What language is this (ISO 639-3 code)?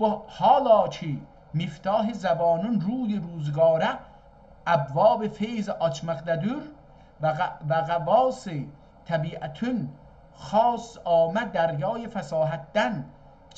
azb